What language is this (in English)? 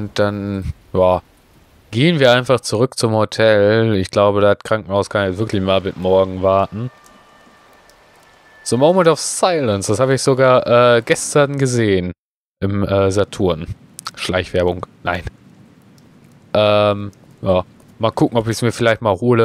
German